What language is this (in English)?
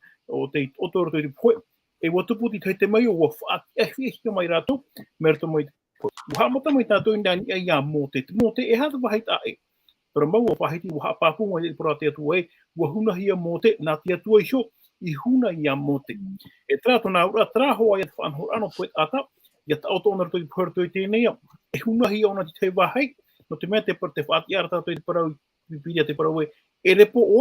Tahitian